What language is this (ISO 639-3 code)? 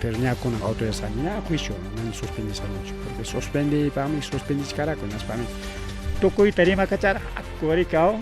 quy